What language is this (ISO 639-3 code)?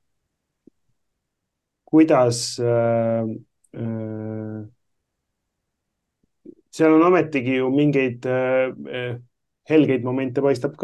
est